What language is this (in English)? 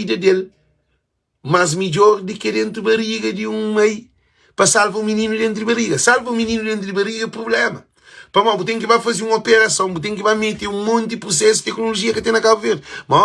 Kabuverdianu